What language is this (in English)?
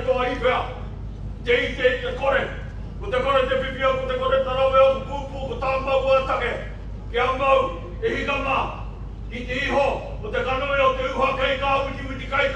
Māori